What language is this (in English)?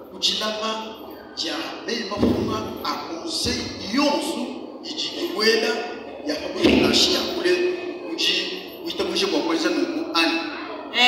Luba-Lulua